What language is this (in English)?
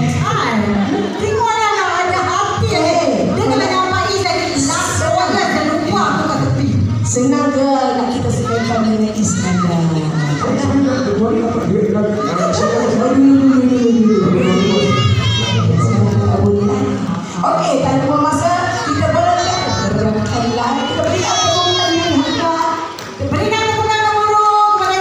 Malay